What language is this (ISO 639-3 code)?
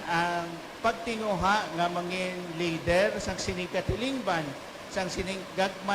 hil